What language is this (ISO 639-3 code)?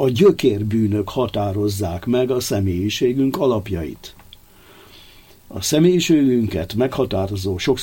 hun